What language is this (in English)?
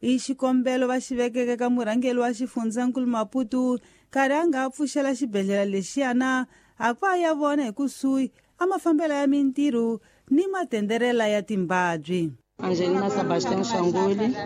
Tsonga